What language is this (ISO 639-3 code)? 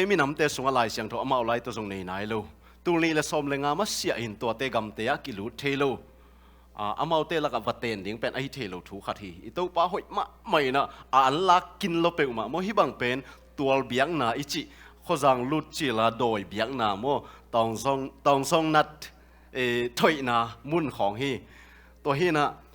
ctd